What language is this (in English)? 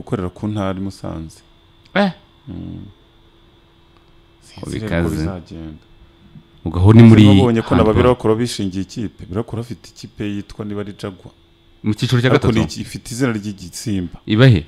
Kinyarwanda